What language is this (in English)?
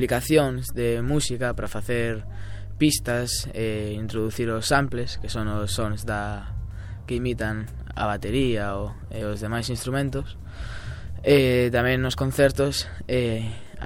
Galician